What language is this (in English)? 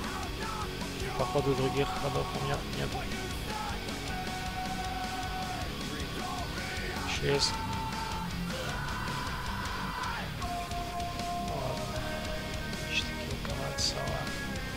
Russian